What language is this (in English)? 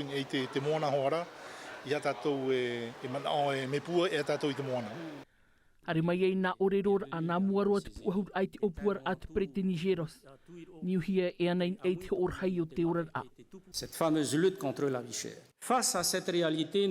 Tahitian